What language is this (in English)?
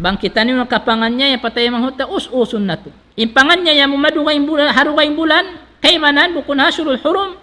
Tausug